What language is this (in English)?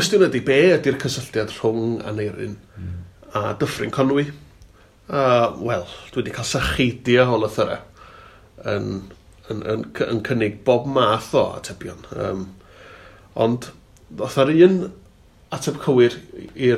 Welsh